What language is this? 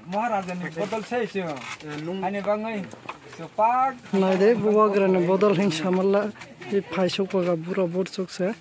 Kok Borok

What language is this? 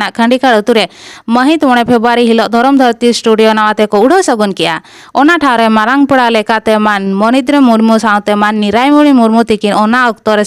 Santali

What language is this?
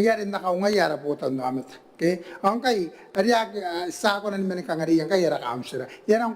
Gilbertese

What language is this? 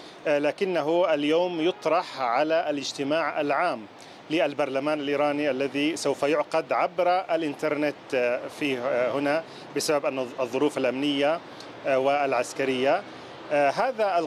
Arabic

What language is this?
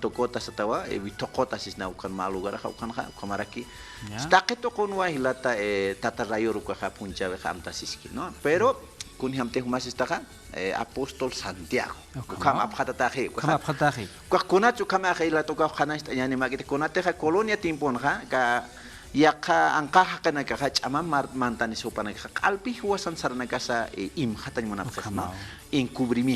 Aymara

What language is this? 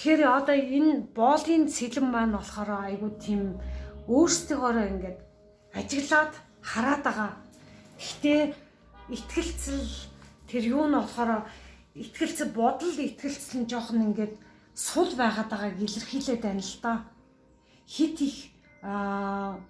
Mongolian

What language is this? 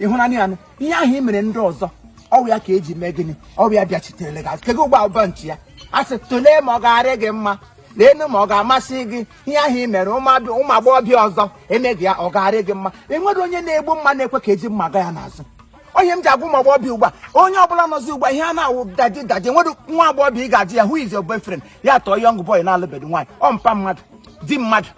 Igbo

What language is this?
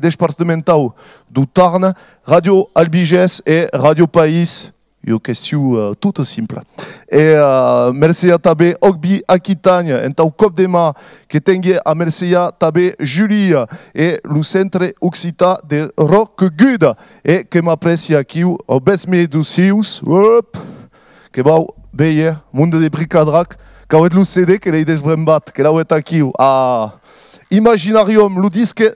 Occitan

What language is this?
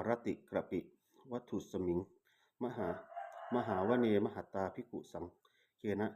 Pali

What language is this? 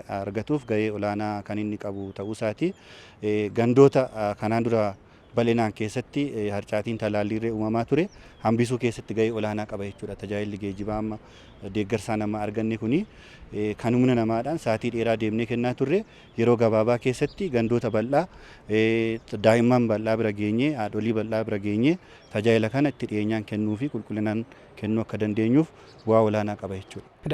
Oromo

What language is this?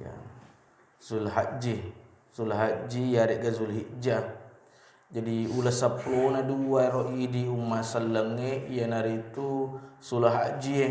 Buginese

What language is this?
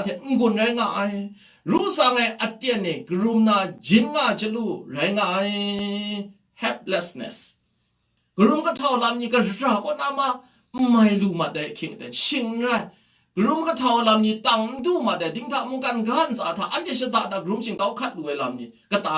Kachin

